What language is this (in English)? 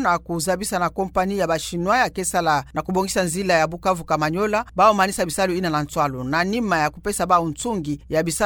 Kituba (Democratic Republic of Congo)